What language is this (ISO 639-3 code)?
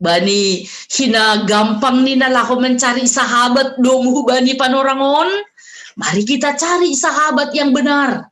bts